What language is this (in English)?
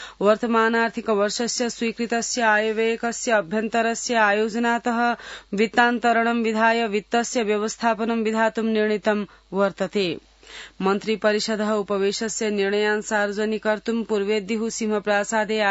Sanskrit